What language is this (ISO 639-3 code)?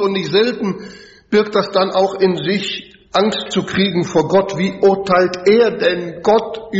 deu